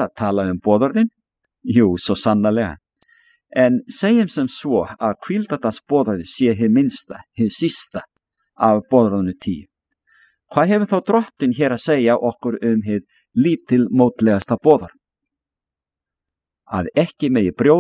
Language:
Icelandic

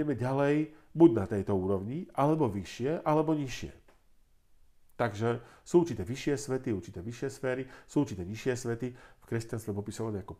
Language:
Slovak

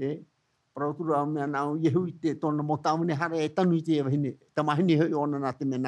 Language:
Tahitian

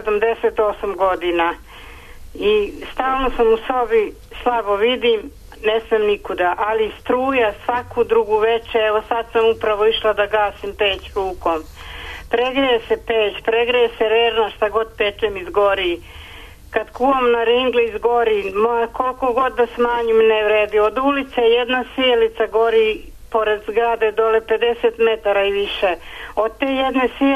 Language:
Serbian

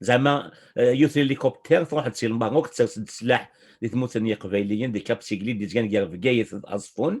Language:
Kabyle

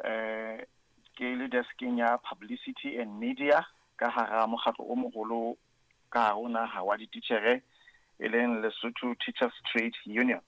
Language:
Southern Sotho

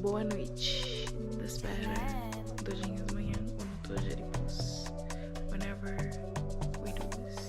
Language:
Kabuverdianu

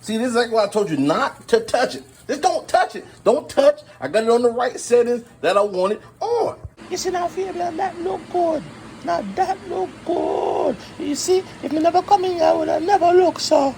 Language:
Jamaican Creole English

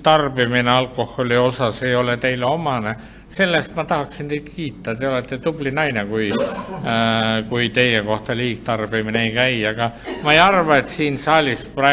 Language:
Estonian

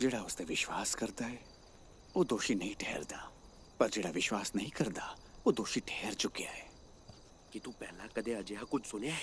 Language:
Dogri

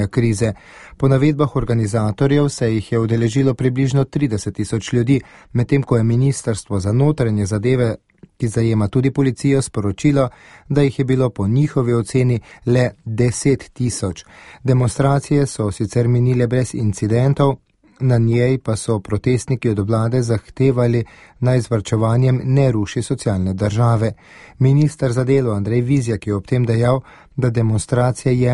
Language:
Slovenian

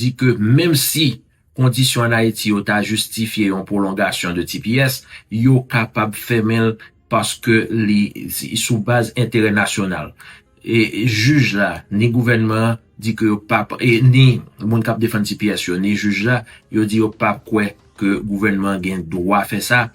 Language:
Haitian Creole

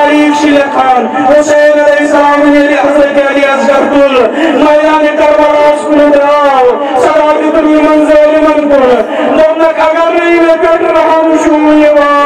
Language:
Kashmiri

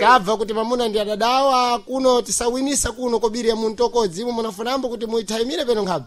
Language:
Sena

